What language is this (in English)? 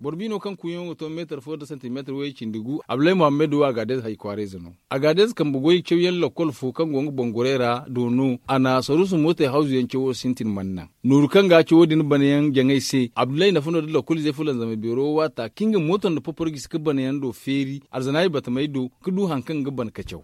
Zarma